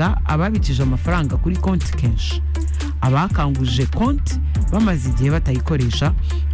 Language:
Kinyarwanda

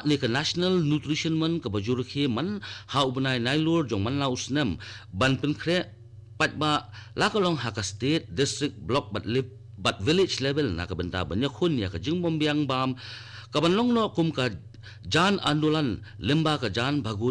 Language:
Khasi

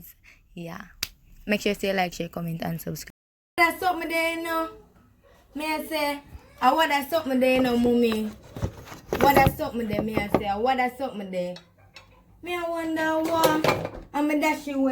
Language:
Jamaican Creole English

